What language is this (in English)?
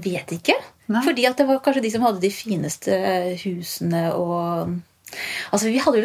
Norwegian